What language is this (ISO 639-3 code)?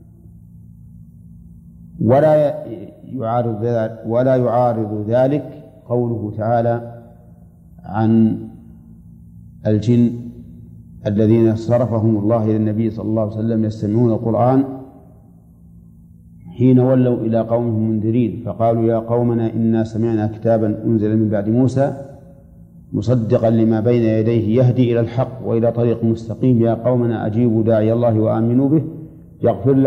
ara